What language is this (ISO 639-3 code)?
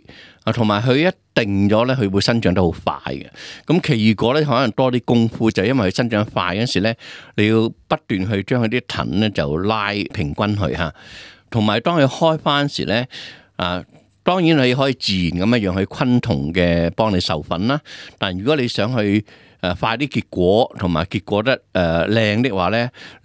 yue